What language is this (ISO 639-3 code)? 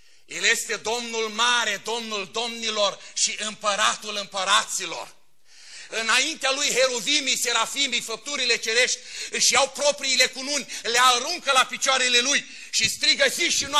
ron